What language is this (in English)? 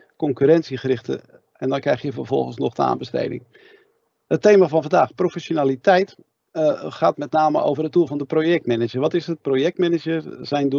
Dutch